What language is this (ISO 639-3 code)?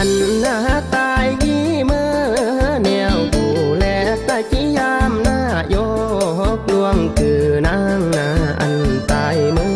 kjg